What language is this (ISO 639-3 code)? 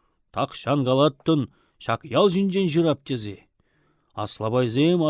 chv